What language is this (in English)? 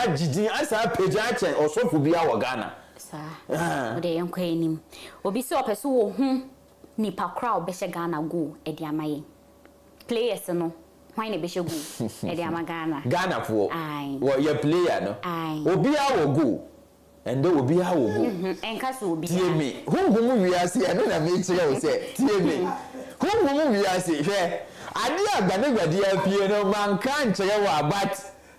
Akan